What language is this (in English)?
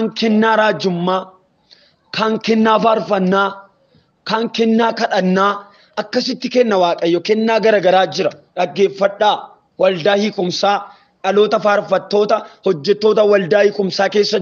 Oromo